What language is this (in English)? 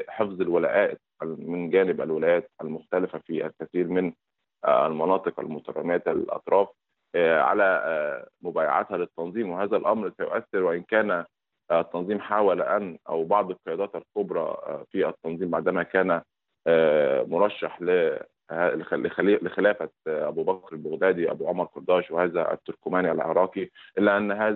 Arabic